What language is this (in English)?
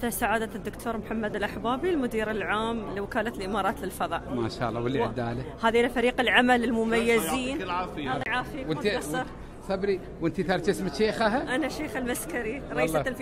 Gulf Arabic